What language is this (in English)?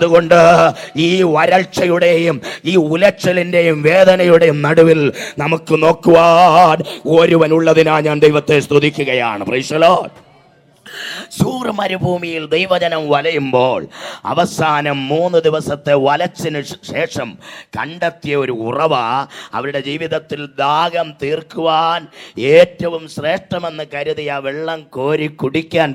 Malayalam